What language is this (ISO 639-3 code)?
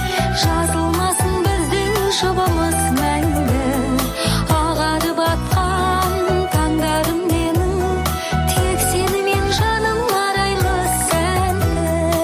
kaz